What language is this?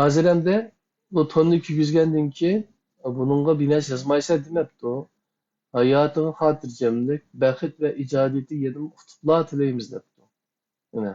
Uyghur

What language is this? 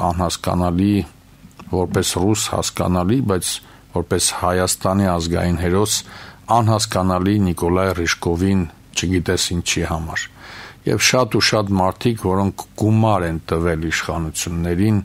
Armenian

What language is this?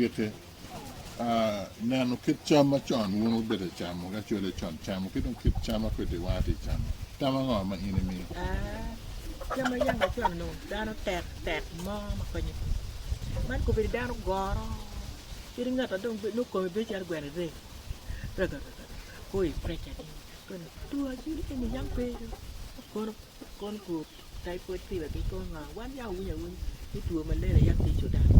Acoli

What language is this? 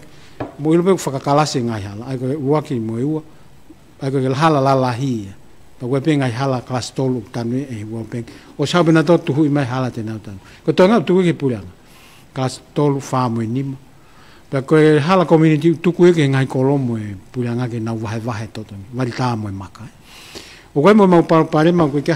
Tongan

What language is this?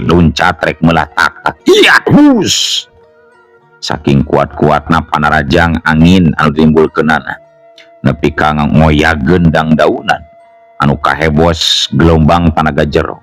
Sundanese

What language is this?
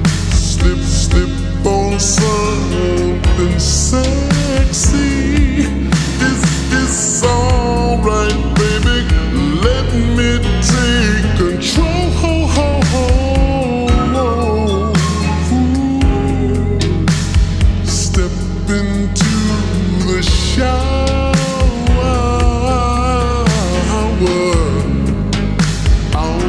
English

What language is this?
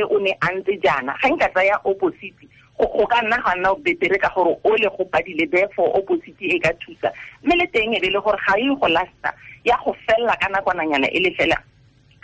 Tswana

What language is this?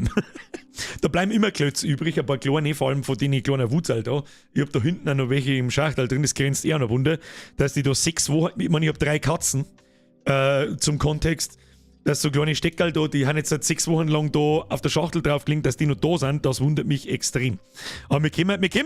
Bavarian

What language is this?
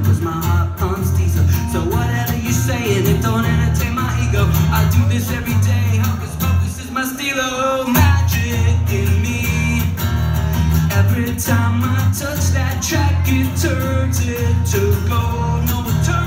English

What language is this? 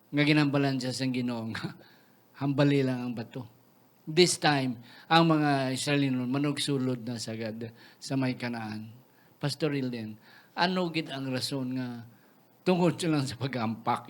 Hiligaynon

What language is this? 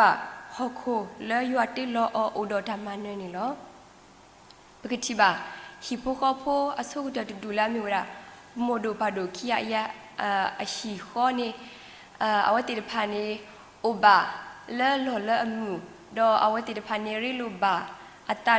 S'gaw Karen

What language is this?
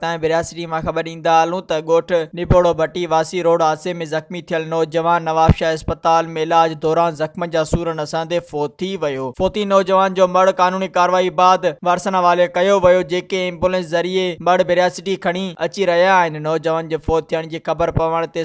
Sindhi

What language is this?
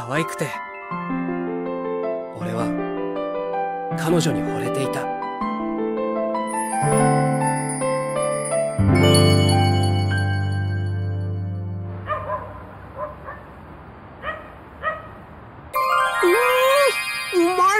Japanese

